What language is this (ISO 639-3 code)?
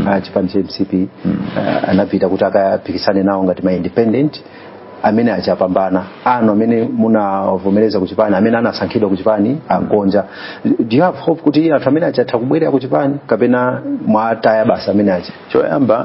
nya